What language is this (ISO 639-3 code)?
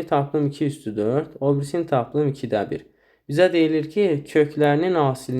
aze